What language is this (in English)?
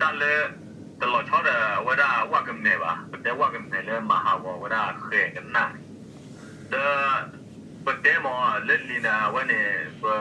S'gaw Karen